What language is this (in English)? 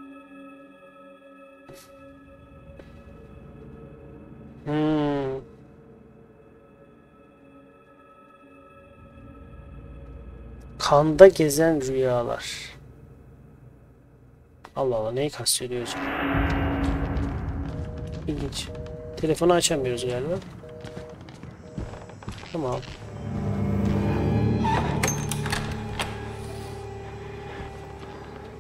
Turkish